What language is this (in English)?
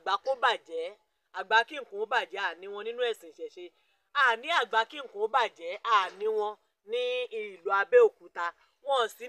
Yoruba